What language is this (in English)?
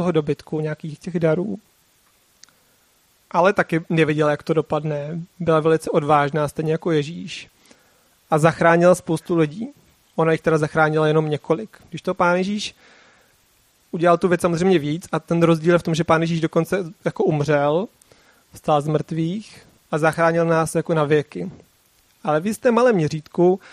Czech